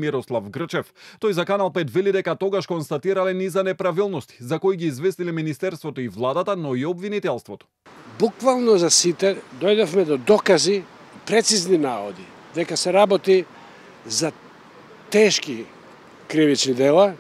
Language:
Macedonian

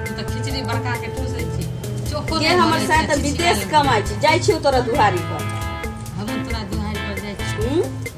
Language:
Maithili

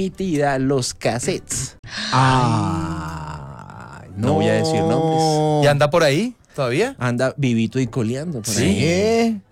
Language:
Spanish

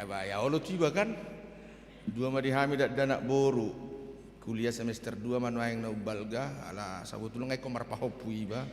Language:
Batak Toba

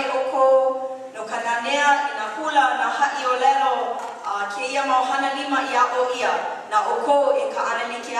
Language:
Hawaiian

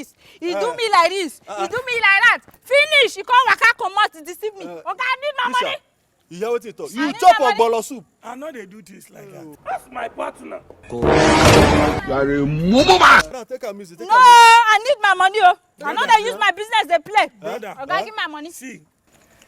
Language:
Nigerian Pidgin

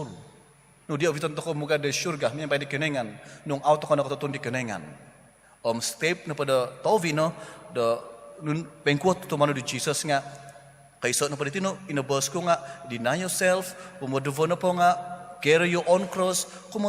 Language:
Central Dusun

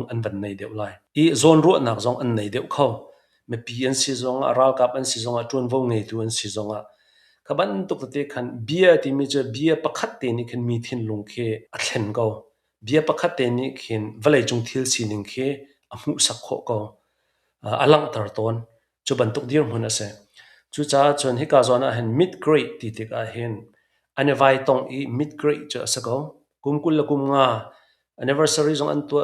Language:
Hakha Chin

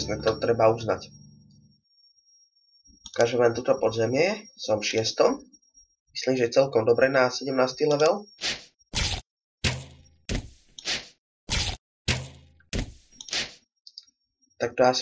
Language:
Slovak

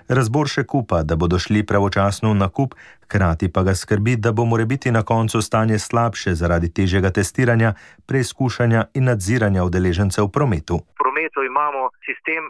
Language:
Slovenian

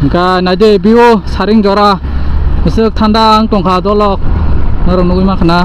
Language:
Kok Borok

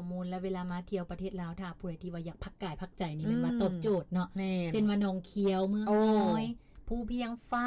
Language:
Lao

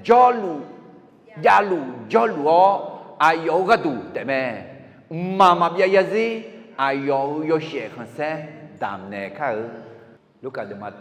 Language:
Akha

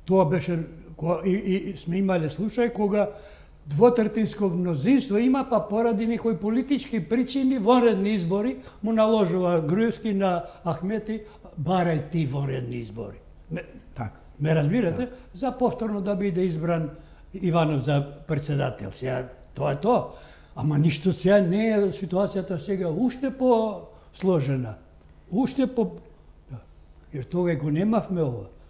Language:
Macedonian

